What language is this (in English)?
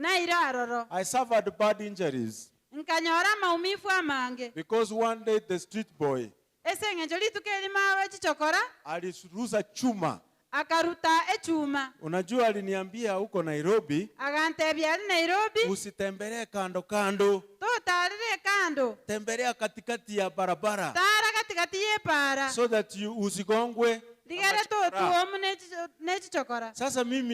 Gusii